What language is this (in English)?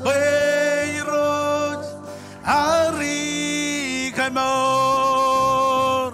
Marshallese